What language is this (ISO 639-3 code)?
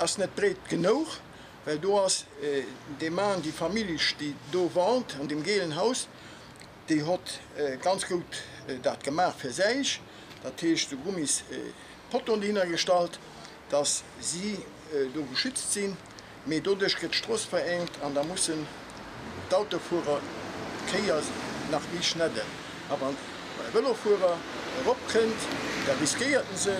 ltz